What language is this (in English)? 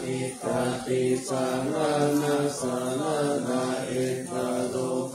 Pali